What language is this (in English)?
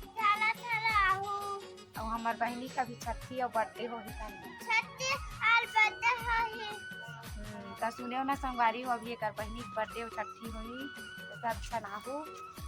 Chhattisgarhi